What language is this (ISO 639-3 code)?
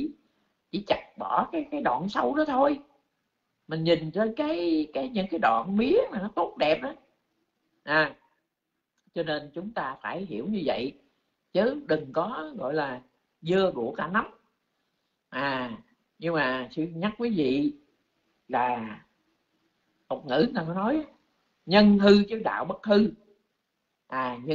vie